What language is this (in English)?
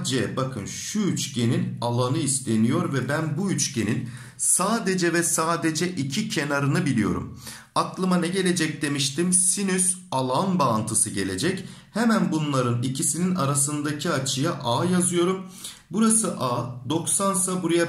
Turkish